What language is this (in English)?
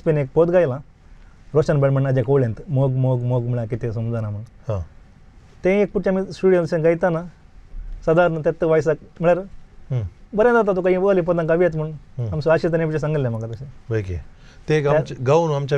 Konkani